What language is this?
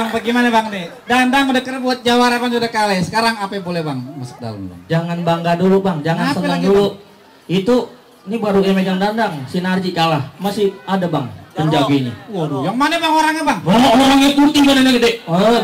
Betawi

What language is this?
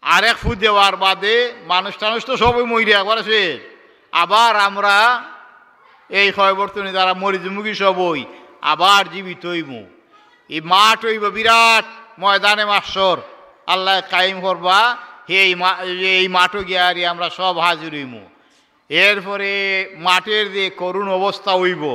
Sylheti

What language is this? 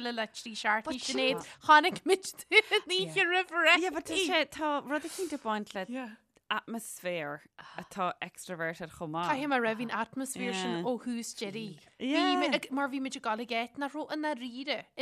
Irish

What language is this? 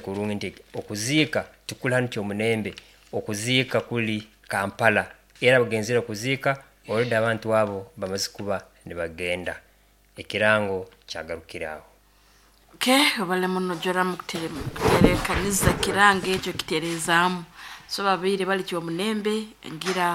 Nyoro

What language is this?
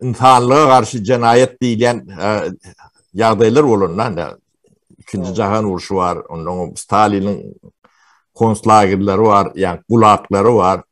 Turkmen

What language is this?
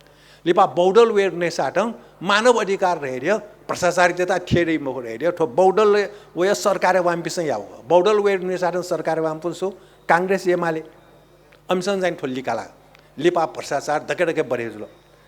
Newari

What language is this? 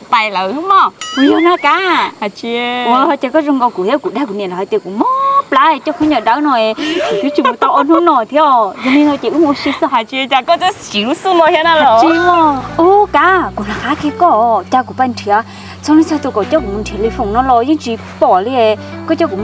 Hmong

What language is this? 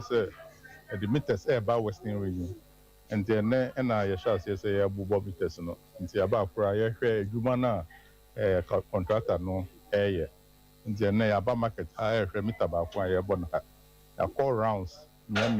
Akan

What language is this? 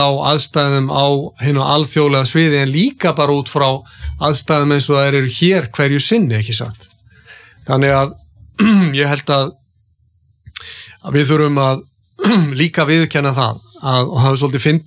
Icelandic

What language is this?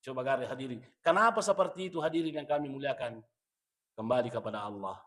Buginese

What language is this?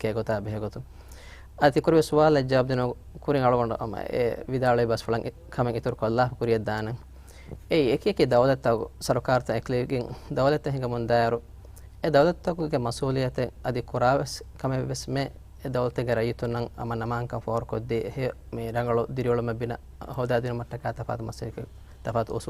Divehi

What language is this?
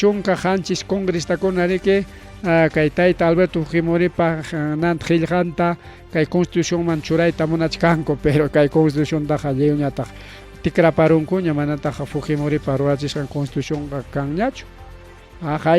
Ayacucho Quechua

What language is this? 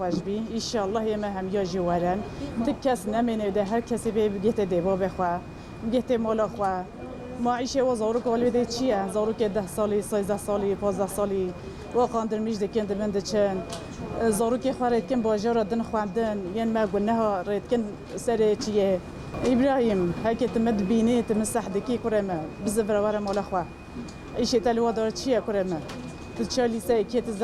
Kurdish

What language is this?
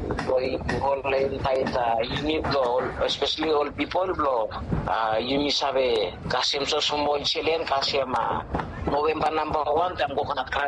Bislama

